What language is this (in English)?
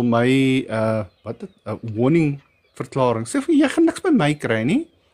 Afrikaans